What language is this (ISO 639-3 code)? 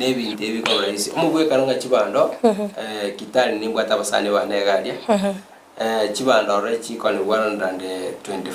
guz